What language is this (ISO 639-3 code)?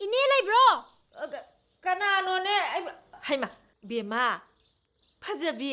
mni